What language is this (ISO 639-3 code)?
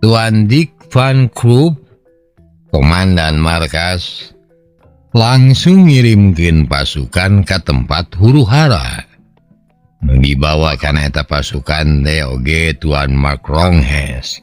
sun